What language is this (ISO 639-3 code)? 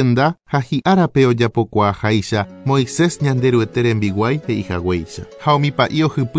grn